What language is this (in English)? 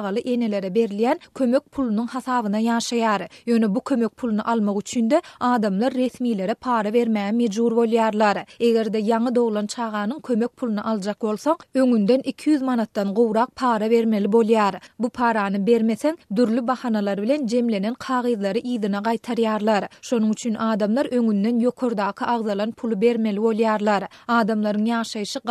Turkmen